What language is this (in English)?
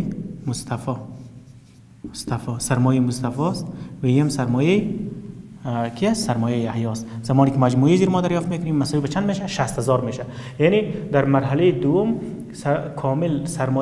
Persian